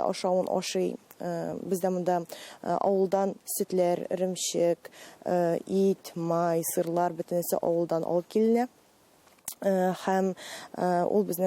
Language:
Tatar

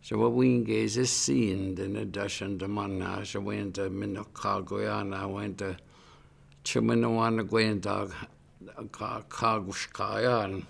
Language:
Chippewa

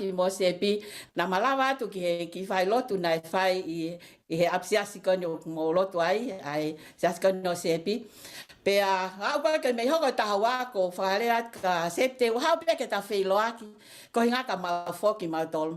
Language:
Tongan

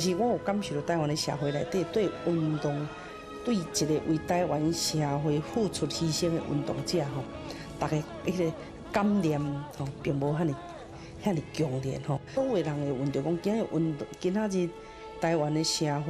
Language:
Min Nan Chinese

